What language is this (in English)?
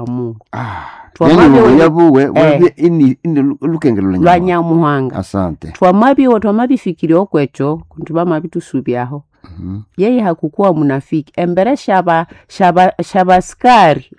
Nande